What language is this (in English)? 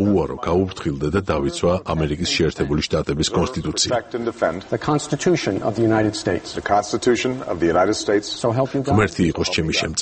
Georgian